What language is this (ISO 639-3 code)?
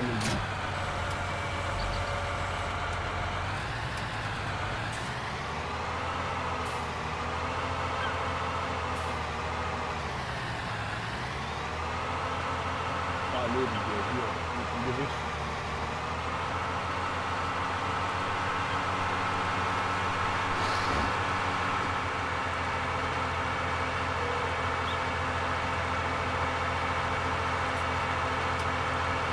deu